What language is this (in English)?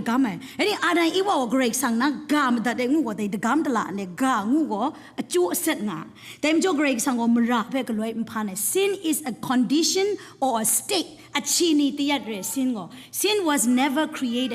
Kachin